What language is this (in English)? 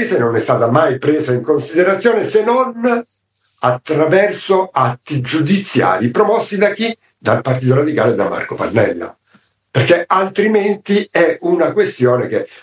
Italian